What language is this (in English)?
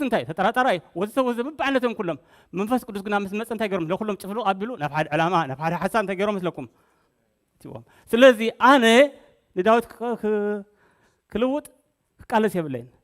Tigrinya